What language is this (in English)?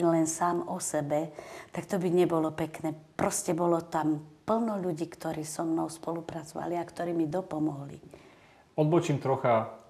Slovak